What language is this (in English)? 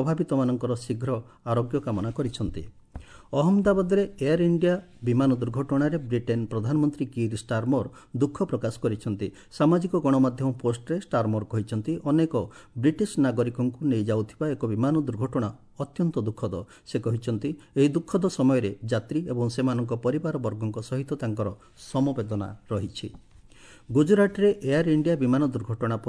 Odia